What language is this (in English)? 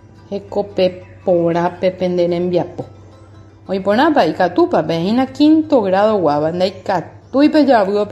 Guarani